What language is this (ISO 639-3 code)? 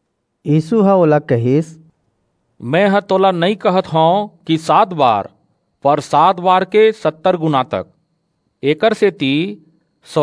hne